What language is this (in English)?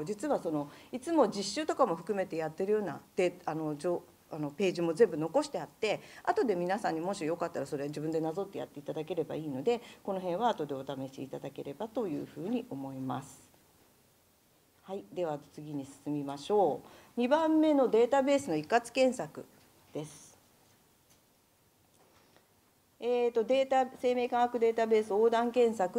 Japanese